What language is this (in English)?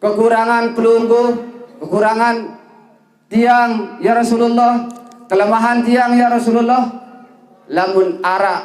Sasak